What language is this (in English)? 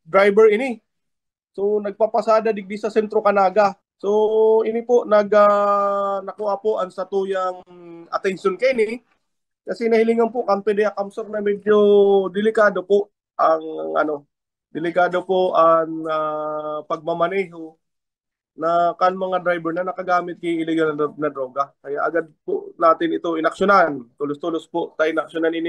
Bikol